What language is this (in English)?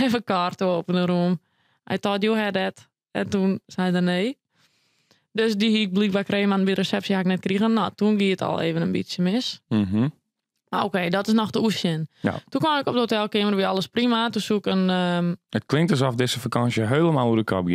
Western Frisian